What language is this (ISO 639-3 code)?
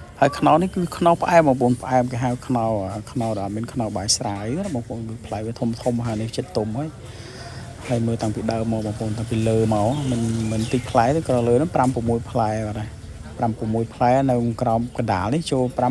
khm